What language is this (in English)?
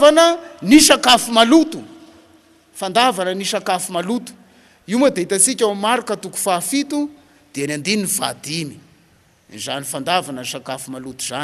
Malagasy